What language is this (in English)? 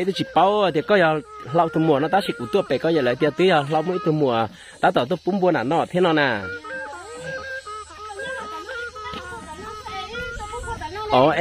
Vietnamese